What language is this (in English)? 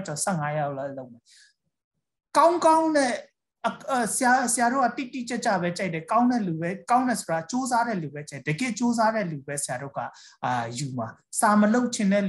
Burmese